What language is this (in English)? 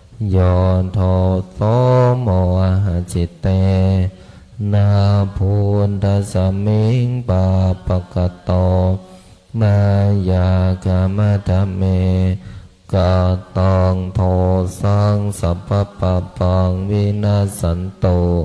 Pali